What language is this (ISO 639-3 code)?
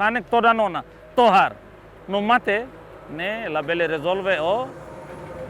tet